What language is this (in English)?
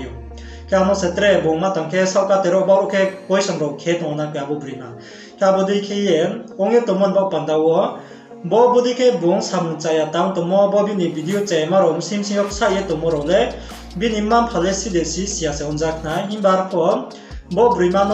Riang (India)